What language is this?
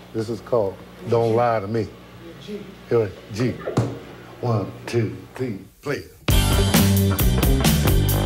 English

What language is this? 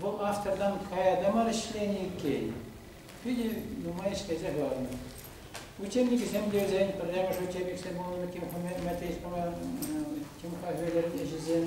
Chuvash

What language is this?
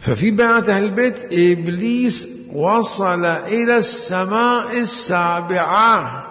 Mesopotamian Arabic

